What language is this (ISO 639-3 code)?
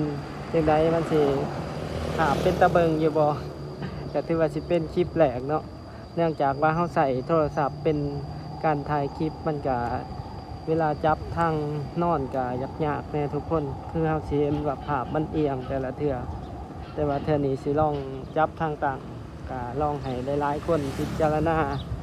lao